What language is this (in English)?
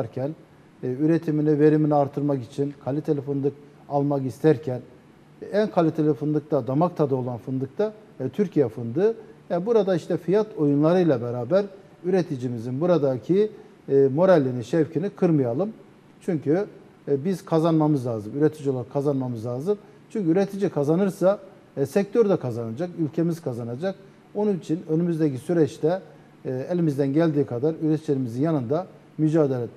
Turkish